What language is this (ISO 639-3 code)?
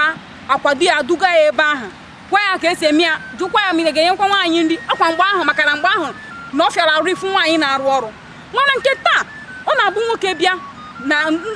ibo